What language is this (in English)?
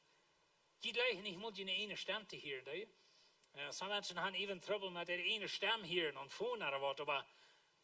Plautdietsch